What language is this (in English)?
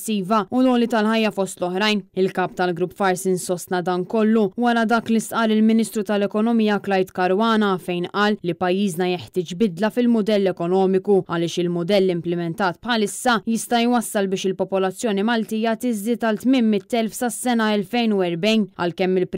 Maltese